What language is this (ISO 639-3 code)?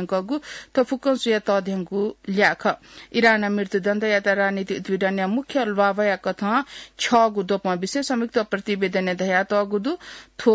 new